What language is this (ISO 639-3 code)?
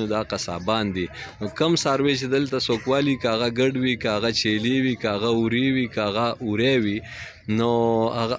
pus